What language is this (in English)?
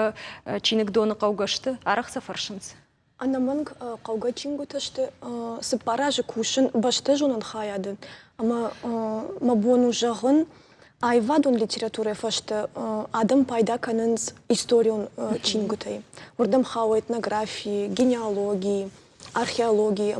Ossetic